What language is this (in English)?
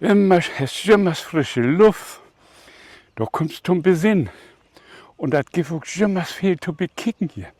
Low German